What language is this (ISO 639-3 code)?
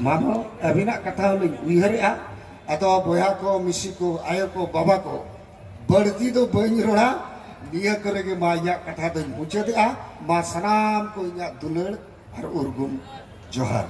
sat